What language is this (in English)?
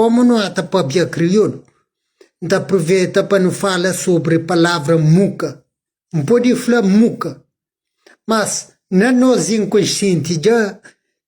Kabuverdianu